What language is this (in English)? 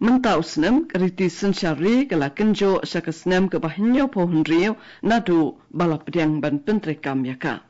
Khasi